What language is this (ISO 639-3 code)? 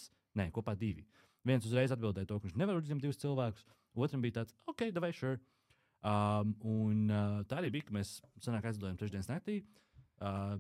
lav